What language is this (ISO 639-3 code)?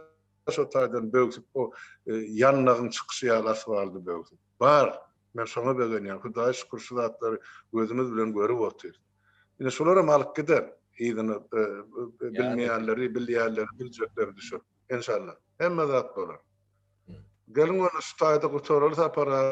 tuk